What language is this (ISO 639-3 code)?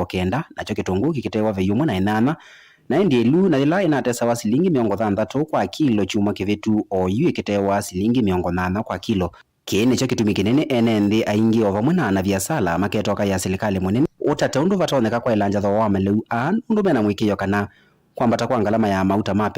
kam